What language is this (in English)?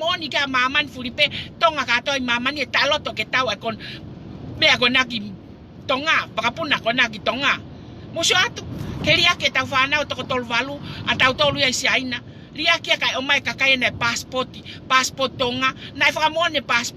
Tongan